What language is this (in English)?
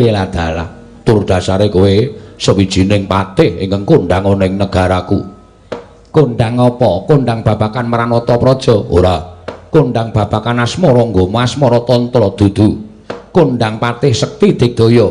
Javanese